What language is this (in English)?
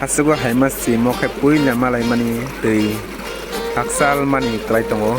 Kok Borok